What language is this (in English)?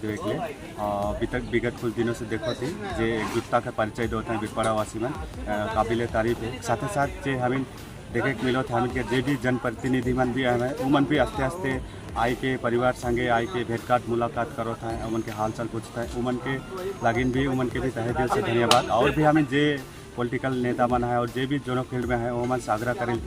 Sadri